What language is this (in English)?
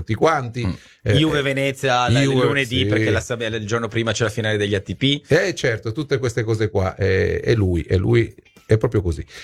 Italian